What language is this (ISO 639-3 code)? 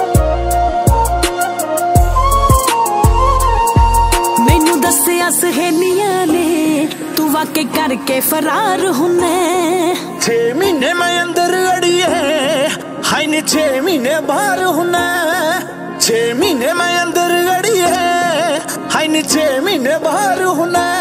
pan